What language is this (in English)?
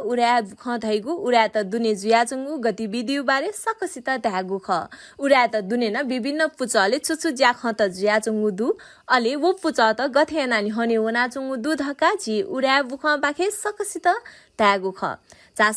Newari